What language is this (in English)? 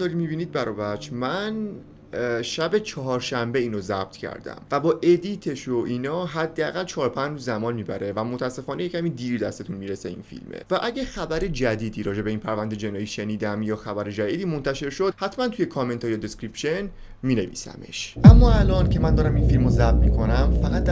Persian